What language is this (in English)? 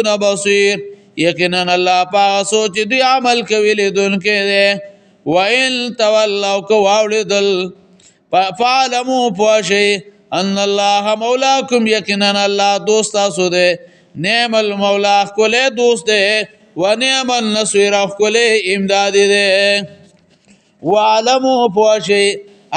Pashto